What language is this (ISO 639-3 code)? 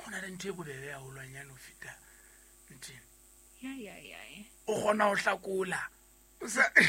sot